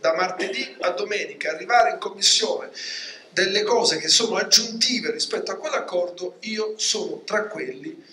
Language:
Italian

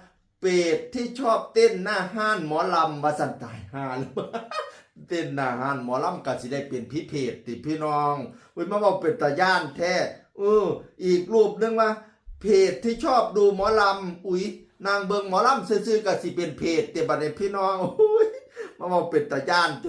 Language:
Northeastern Thai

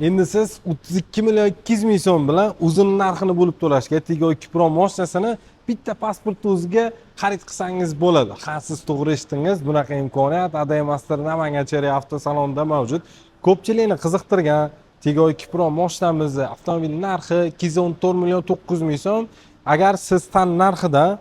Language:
Uzbek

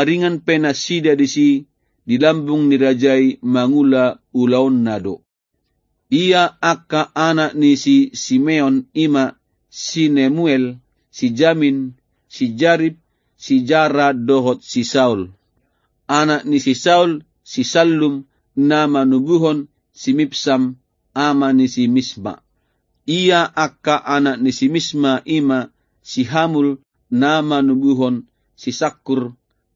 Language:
Batak Toba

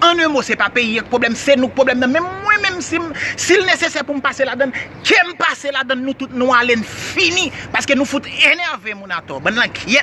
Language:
Haitian Creole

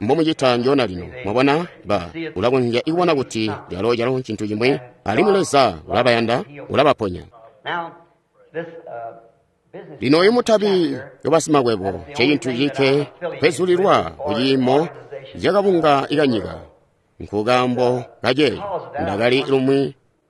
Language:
Tonga (Zambia)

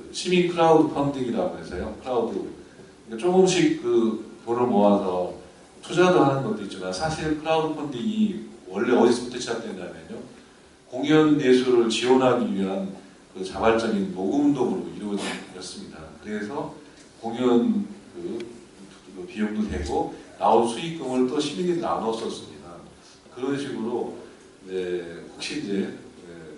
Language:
Korean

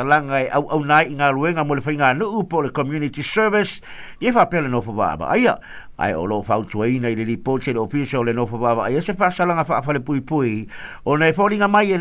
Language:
Samoan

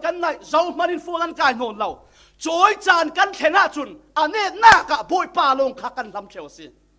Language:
Falam Chin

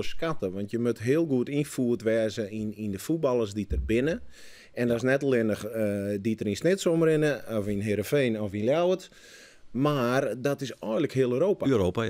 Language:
Western Frisian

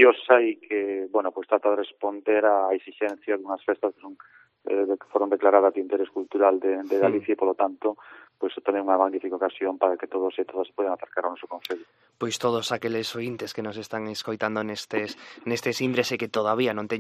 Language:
Galician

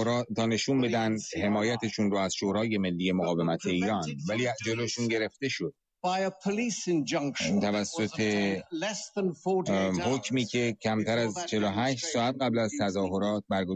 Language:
Persian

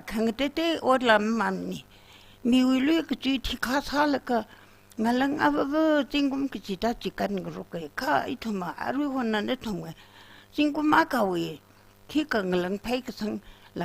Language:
Tangkhul Naga (India)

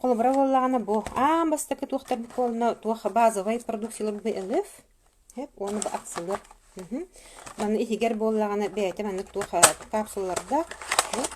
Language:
Yakut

